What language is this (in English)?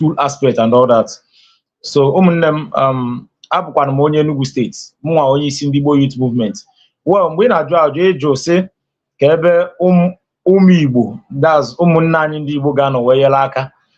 Igbo